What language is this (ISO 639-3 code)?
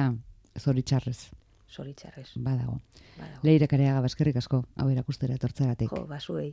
eus